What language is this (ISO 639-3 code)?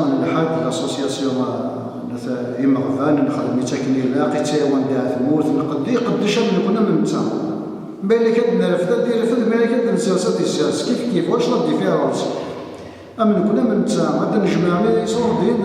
kab